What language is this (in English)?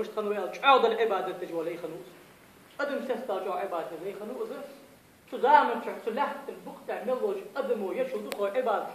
Ingush